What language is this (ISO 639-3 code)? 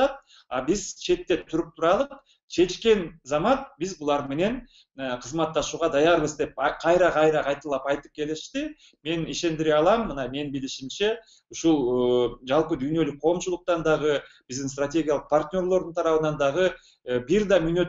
kir